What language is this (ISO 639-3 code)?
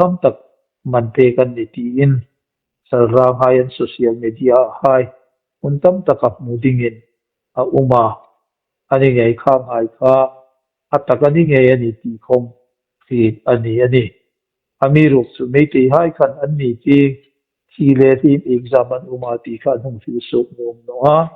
hmr